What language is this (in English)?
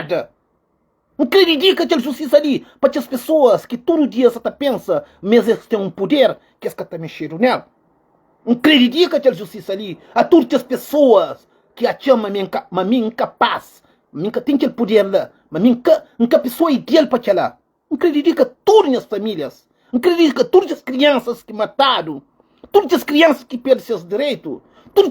Kabuverdianu